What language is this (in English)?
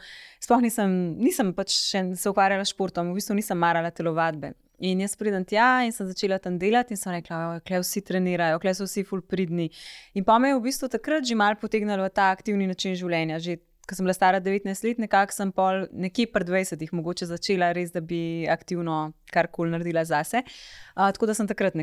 Slovenian